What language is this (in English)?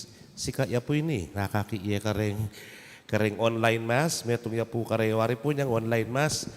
Pampanga